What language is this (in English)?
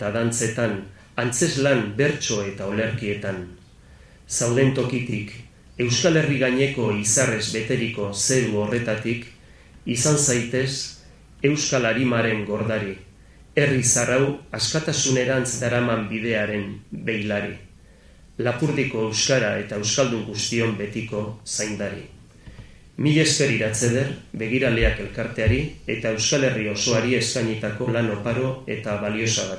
Basque